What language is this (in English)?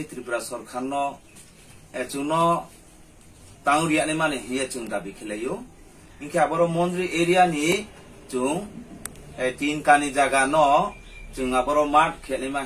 Riang (India)